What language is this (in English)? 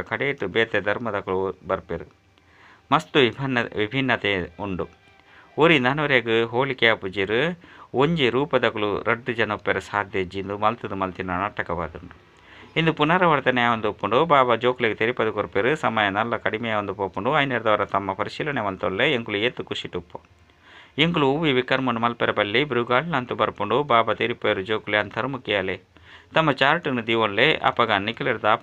Tulu